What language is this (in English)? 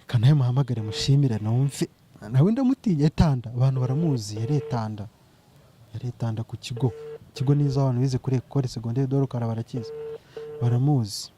Kinyarwanda